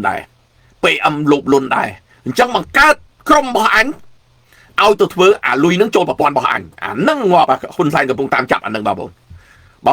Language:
Khmer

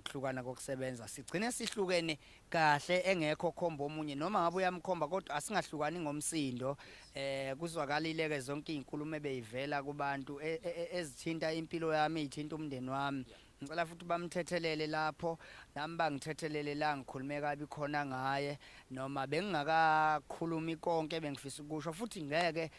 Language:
Zulu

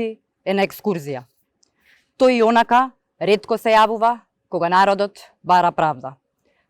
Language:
Macedonian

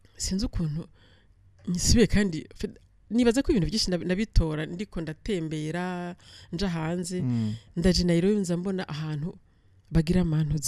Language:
Rundi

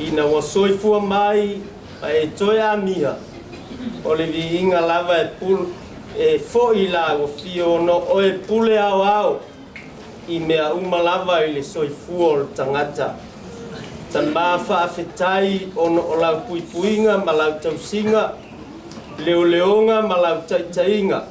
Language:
Samoan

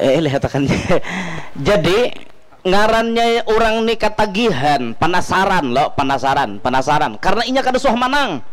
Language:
Banjar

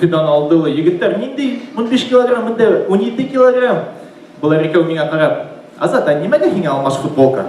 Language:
Bashkir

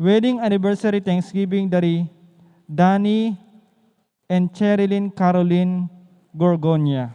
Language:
Pampanga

